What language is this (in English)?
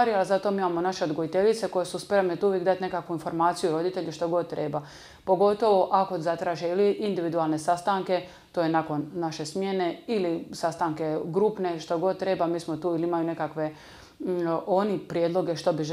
Croatian